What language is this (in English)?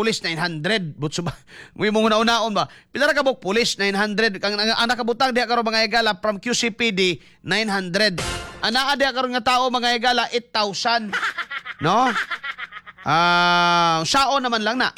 Cebuano